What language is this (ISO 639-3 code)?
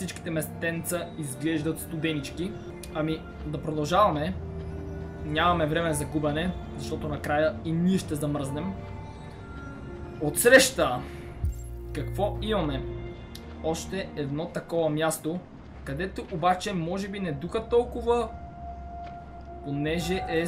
bul